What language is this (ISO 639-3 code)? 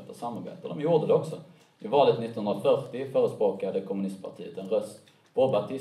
swe